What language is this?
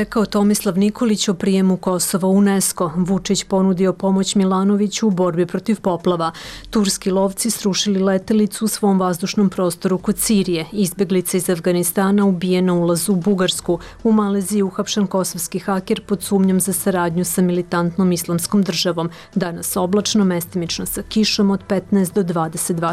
Serbian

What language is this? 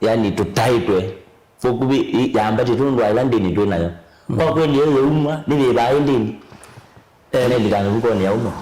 Kamba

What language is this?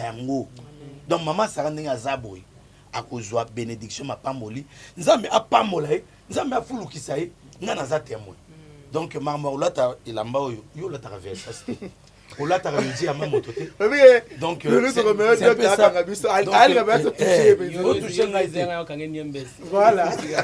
Lingala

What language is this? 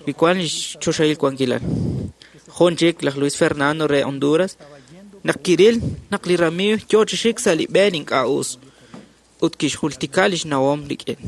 Kekchí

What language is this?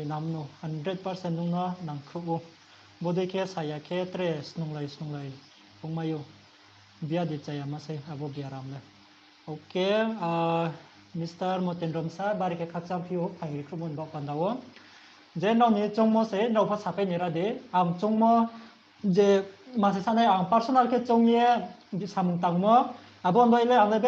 Riang (India)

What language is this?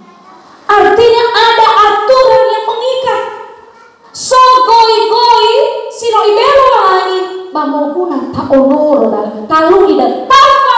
Nias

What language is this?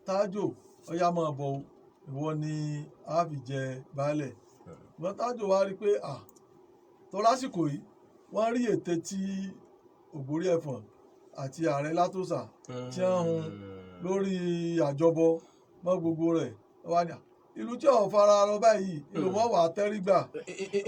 Yoruba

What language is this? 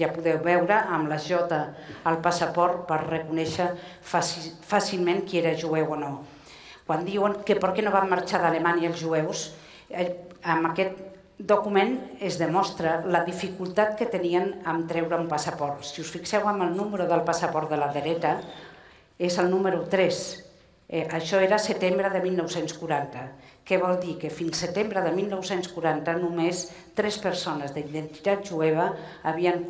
Catalan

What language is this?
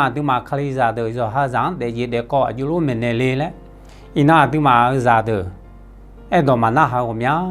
Akha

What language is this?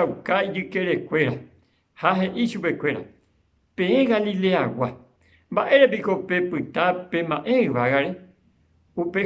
Guarani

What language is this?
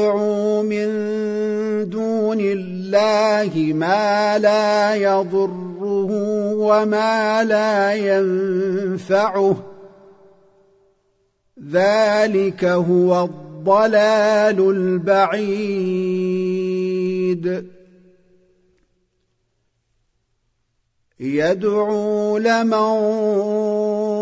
Arabic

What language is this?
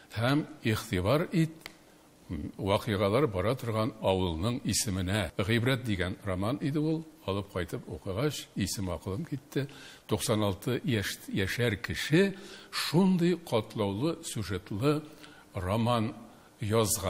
Tatar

